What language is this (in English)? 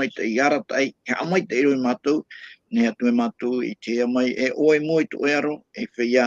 Tahitian